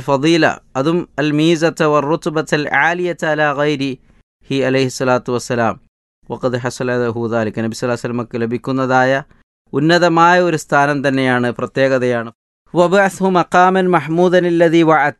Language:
Malayalam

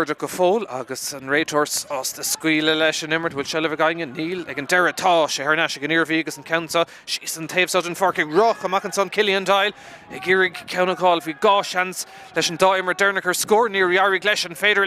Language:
Irish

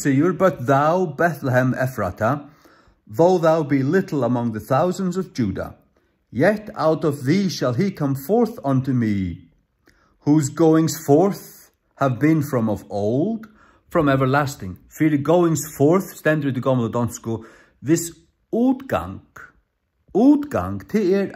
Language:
Faroese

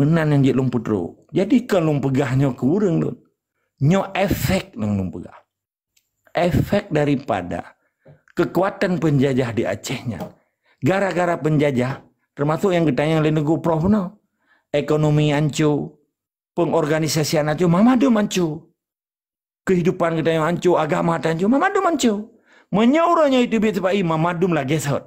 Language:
Achinese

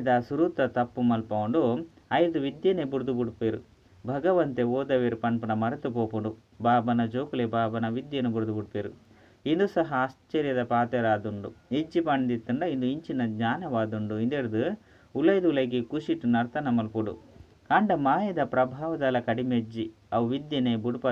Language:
Tulu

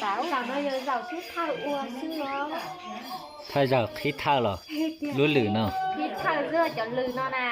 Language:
Hmong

